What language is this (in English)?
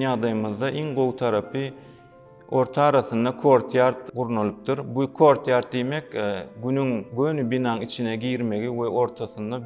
Turkmen